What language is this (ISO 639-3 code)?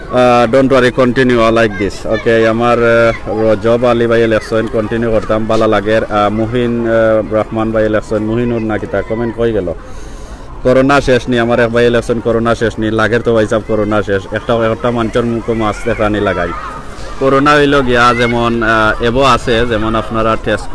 syl